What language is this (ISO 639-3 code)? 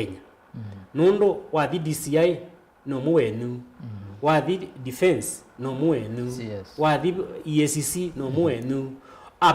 kam